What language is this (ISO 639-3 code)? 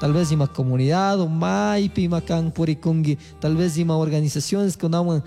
qug